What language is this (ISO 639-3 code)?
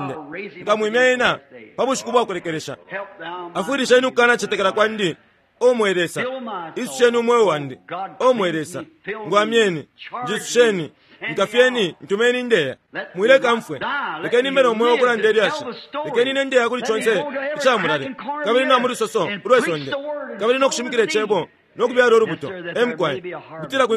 bem